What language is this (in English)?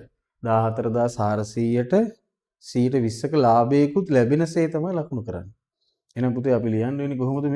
Sinhala